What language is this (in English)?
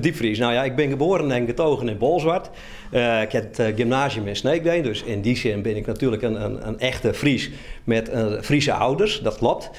Western Frisian